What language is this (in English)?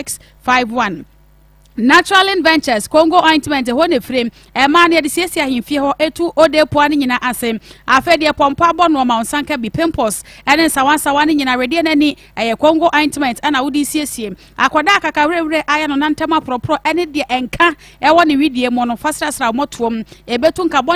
Akan